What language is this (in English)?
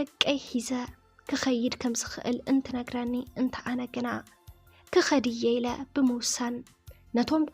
Tigrinya